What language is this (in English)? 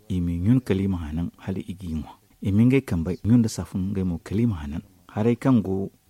Zarma